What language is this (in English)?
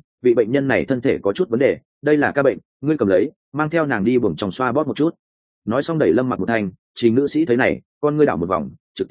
Vietnamese